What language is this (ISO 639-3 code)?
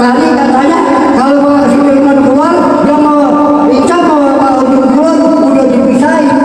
bew